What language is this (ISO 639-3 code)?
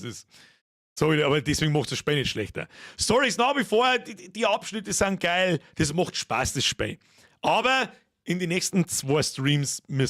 bar